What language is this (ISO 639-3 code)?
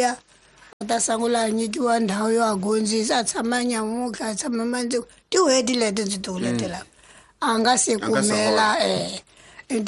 tso